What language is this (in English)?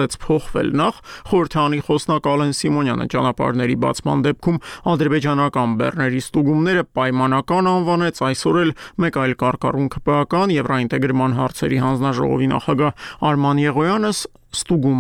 Armenian